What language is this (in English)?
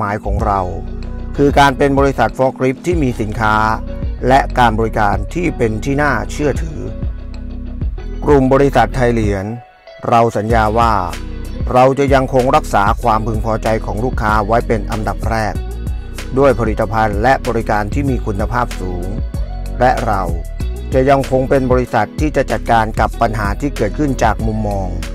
Thai